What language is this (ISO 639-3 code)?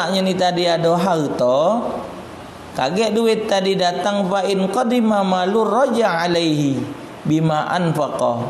mui